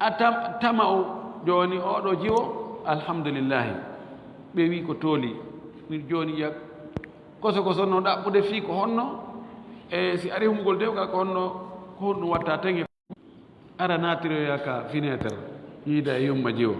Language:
Fula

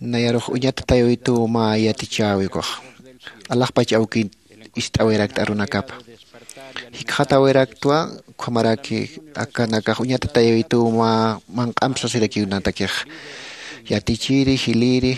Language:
Aymara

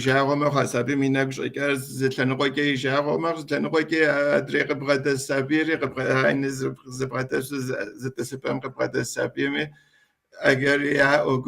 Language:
Kabardian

